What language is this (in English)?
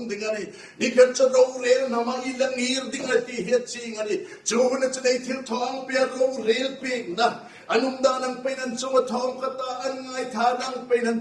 Hmar